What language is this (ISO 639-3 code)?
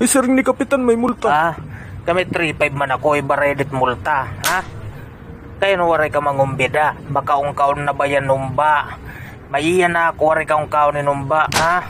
war